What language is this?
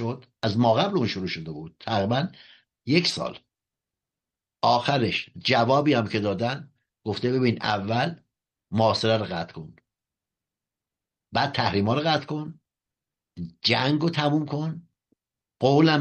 Persian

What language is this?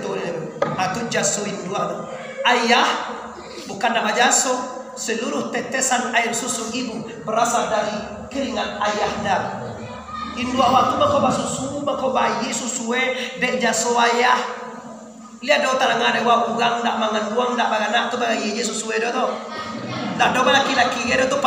Minangkabau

